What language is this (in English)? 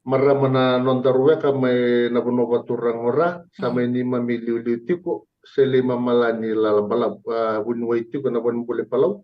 Fijian